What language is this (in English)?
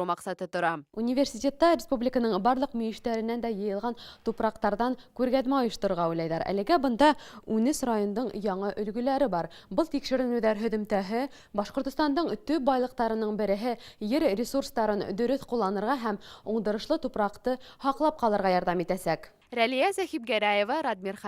Bashkir